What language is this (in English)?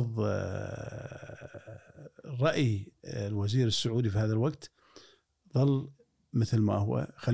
Gulf Arabic